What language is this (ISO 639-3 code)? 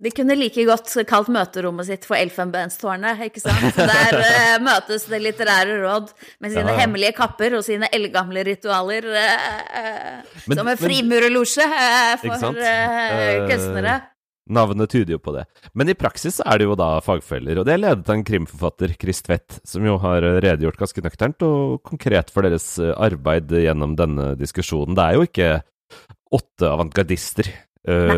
nor